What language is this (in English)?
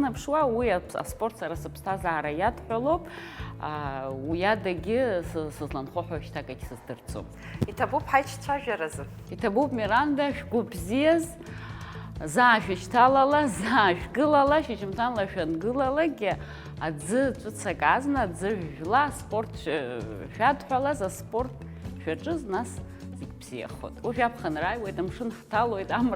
Abkhazian